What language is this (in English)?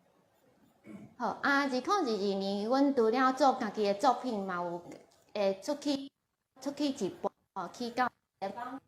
Min Nan Chinese